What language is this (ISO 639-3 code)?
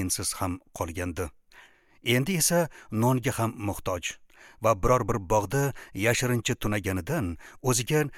uzb